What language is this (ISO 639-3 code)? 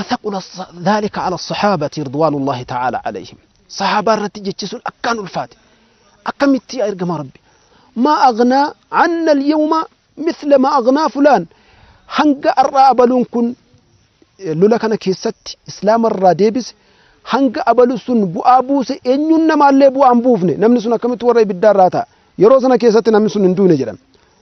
orm